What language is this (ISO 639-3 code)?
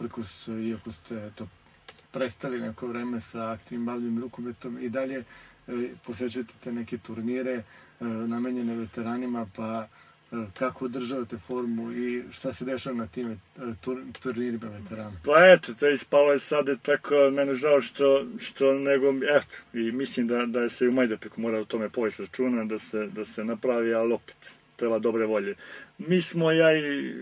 srp